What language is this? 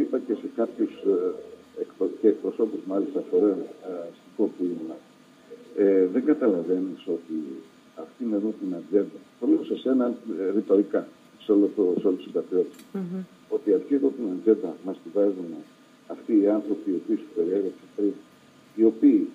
Greek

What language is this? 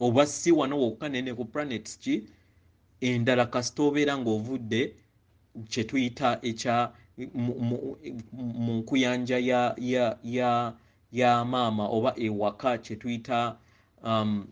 Ganda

